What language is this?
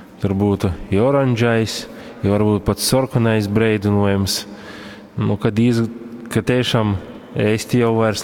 Latgalian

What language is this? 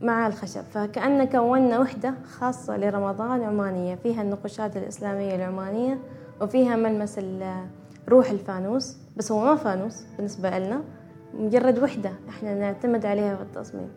Gulf Arabic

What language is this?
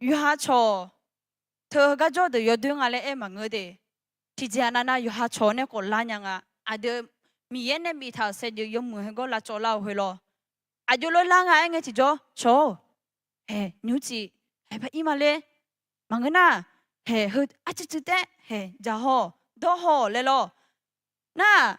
Akha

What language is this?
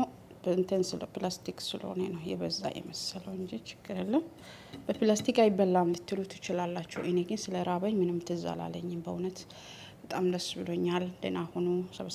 Amharic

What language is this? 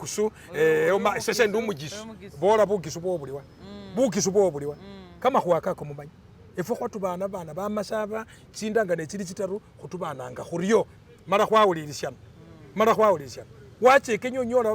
Masaaba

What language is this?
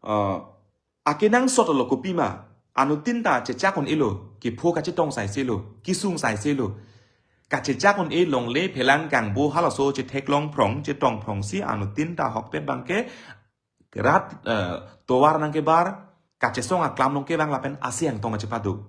Karbi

